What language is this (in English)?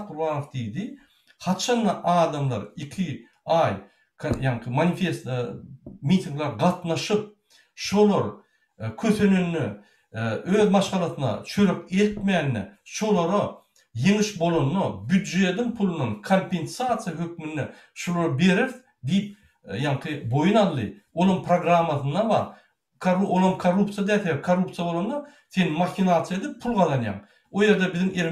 Turkmen